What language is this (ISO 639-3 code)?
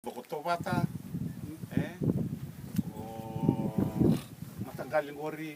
fij